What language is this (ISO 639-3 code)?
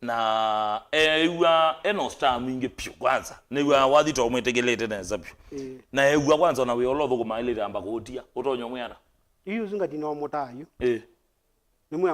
kam